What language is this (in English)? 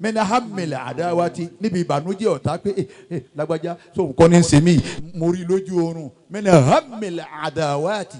Yoruba